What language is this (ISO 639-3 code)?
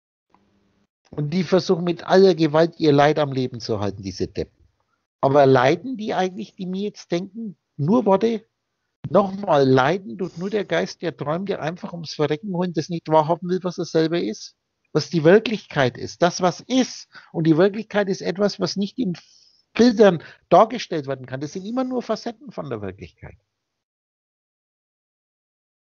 deu